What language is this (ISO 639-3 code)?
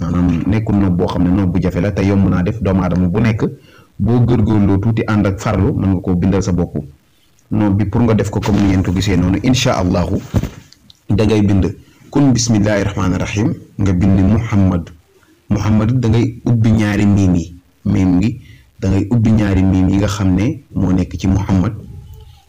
wol